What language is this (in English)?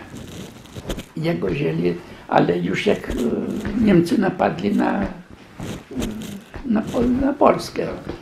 Polish